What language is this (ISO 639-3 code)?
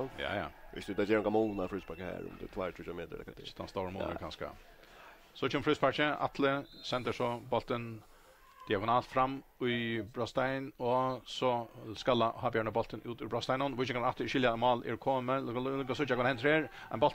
fao